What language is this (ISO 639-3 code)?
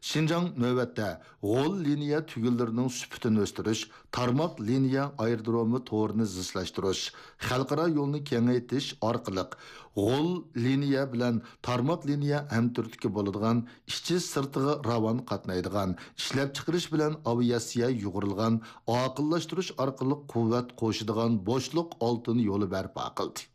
uig